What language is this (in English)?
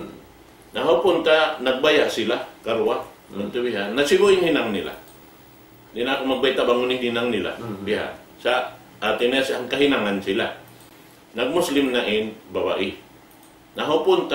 Tausug